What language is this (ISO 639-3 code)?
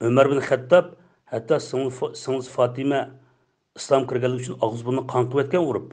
uig